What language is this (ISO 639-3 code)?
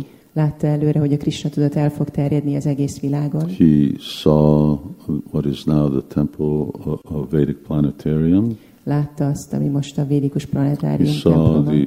hun